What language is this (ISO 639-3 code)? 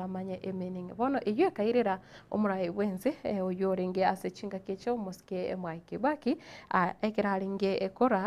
guz